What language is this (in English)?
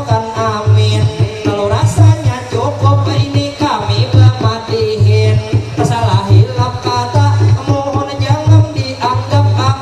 Banjar